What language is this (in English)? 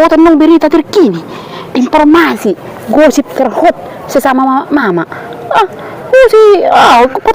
Batak Toba